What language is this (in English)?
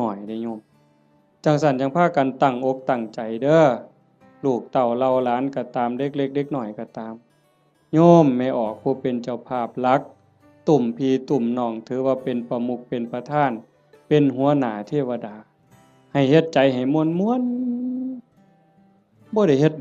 Northeastern Thai